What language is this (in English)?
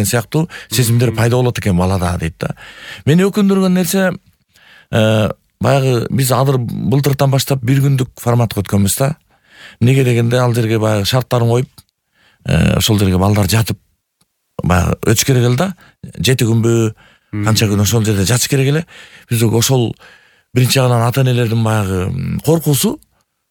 Kyrgyz